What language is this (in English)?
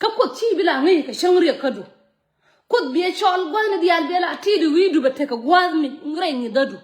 Nuer